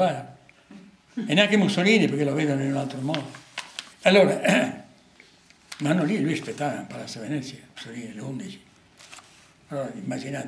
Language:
Italian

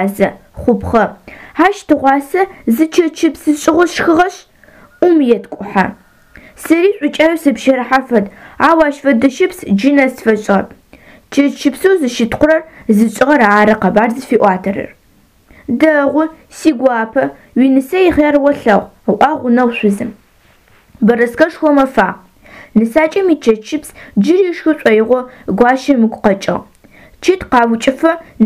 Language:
Adyghe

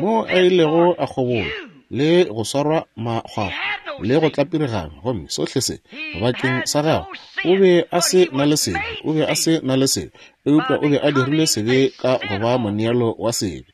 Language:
Northern Sotho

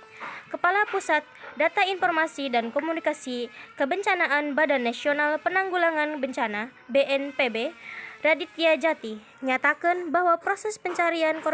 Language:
Sundanese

